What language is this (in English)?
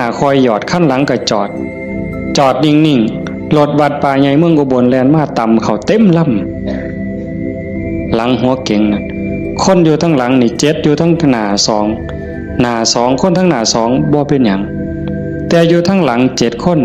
Northeastern Thai